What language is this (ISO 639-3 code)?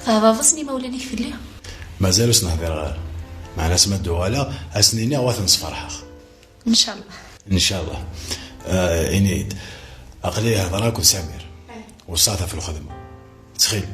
kab